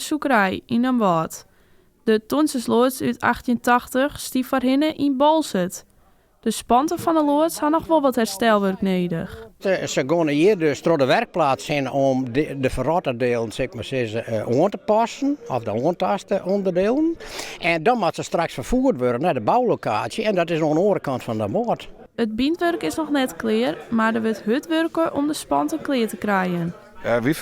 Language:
Western Frisian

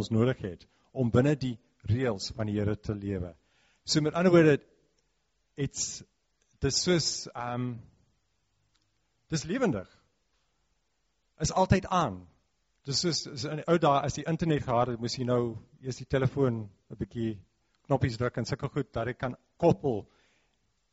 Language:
Afrikaans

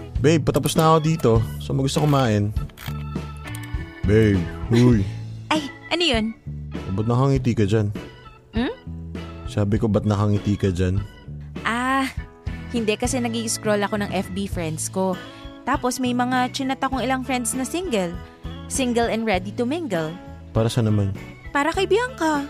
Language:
Filipino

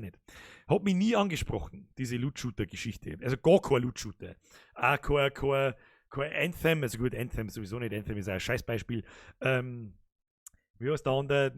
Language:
Bavarian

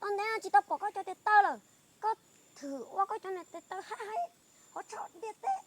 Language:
Hmong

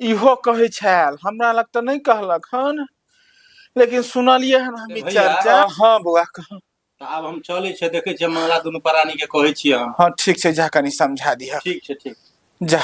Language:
Maithili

